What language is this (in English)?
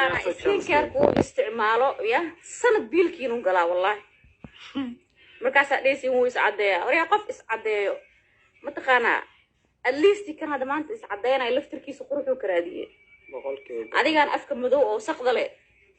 Somali